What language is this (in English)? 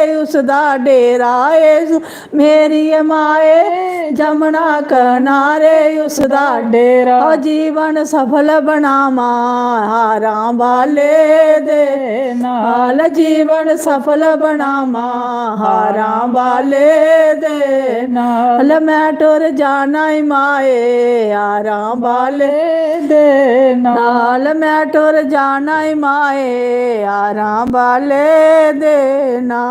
Dogri